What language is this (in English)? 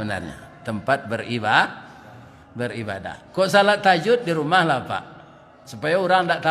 Minangkabau